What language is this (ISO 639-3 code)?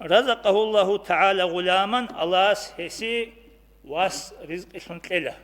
ava